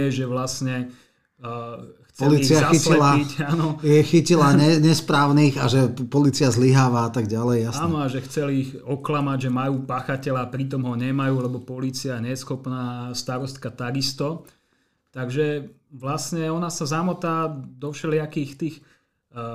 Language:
Slovak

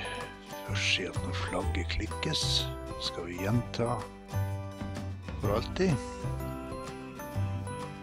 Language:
Norwegian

